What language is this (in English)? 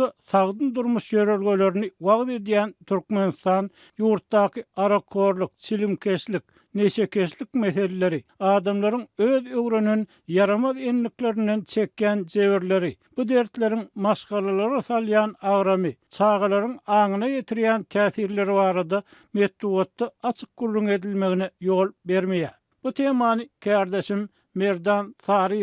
Turkmen